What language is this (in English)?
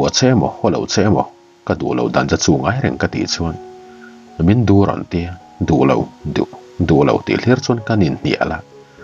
Mizo